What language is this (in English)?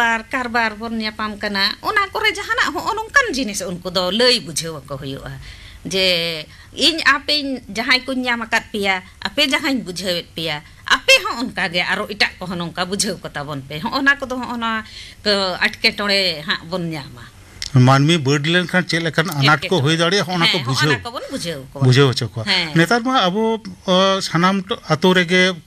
Santali